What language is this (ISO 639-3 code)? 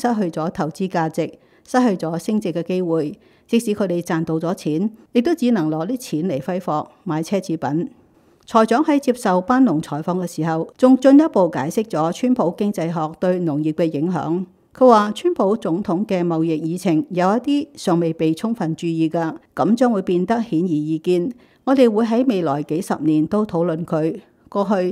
yue